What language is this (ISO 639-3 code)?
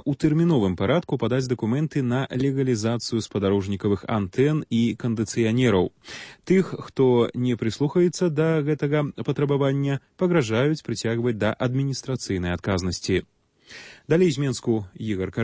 bel